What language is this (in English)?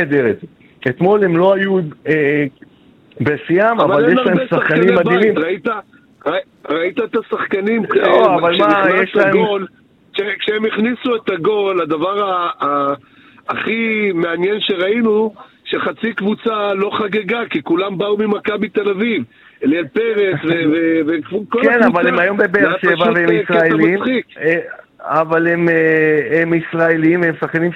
Hebrew